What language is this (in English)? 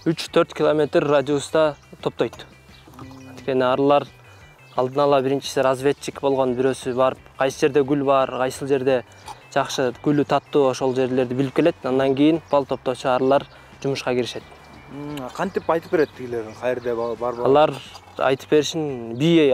Kyrgyz